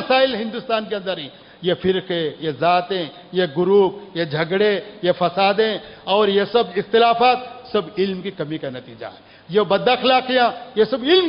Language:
Urdu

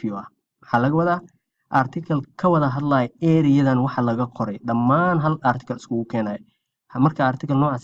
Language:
Somali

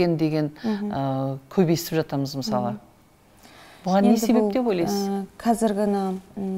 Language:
Kazakh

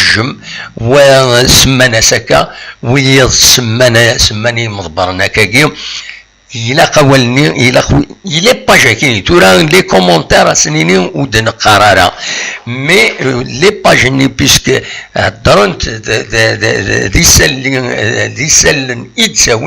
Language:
Kabyle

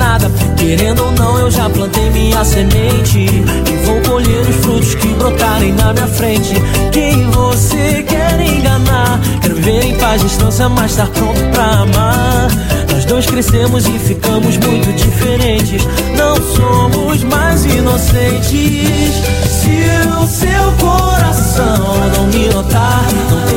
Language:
Portuguese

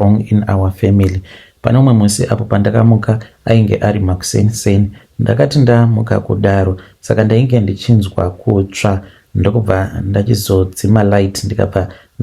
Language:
Shona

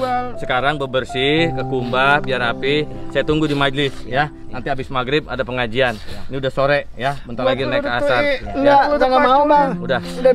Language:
Betawi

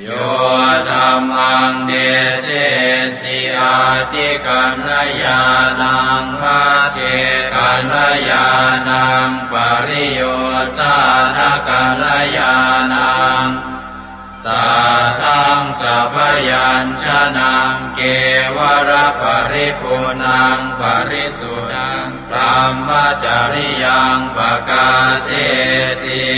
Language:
Pali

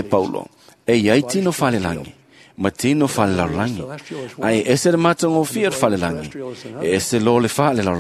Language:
Samoan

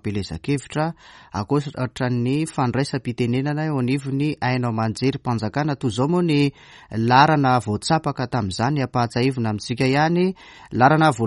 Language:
Malagasy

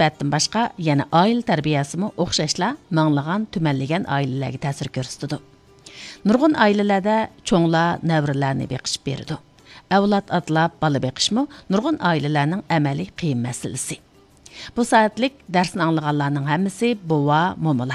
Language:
Uyghur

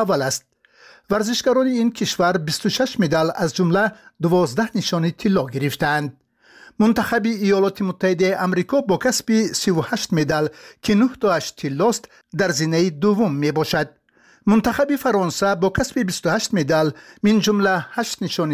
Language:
Persian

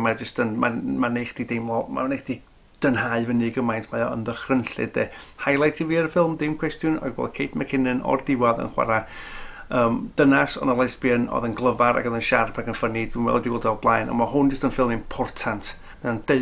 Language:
Welsh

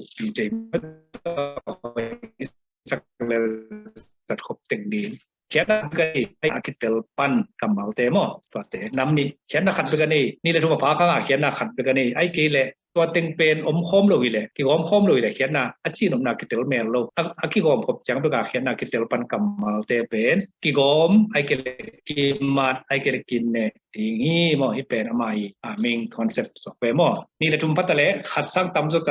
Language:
Tedim Chin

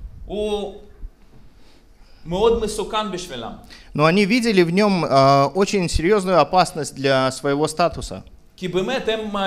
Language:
Russian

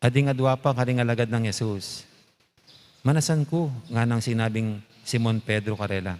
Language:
Pampanga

